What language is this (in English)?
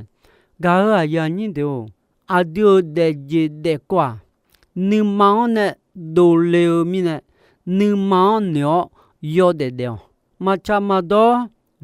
Akha